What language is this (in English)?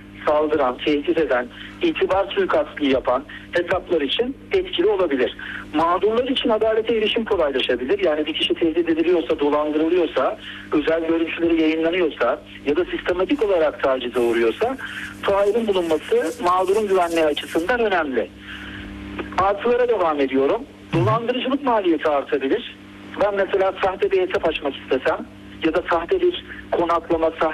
Turkish